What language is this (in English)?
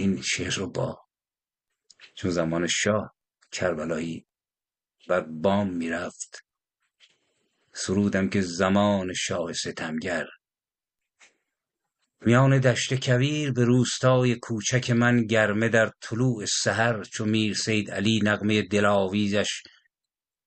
Persian